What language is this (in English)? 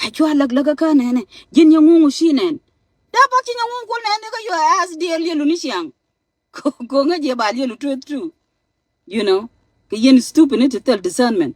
Nuer